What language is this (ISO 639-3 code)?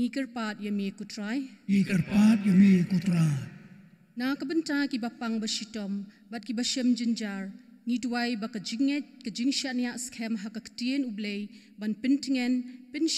kha